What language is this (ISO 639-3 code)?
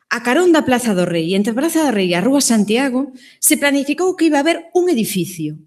glg